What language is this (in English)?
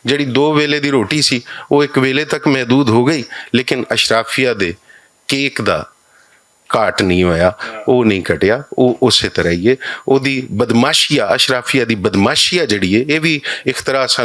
Western Panjabi